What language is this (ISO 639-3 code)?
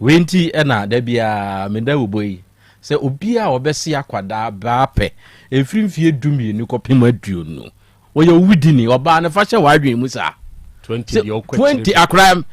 aka